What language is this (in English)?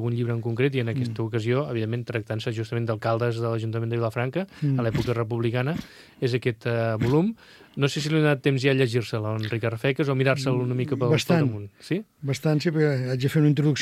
Catalan